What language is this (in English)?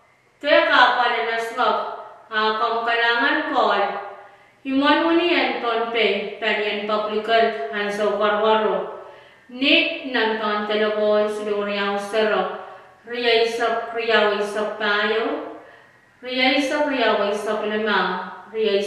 Pohnpeian